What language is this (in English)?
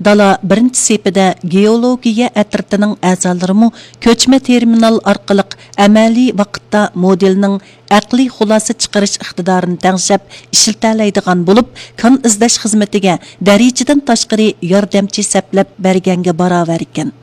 Uyghur